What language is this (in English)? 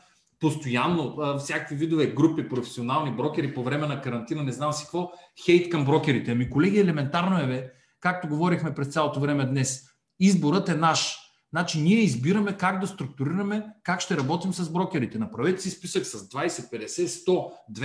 Bulgarian